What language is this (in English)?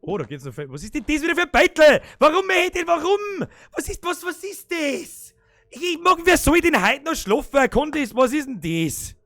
Bavarian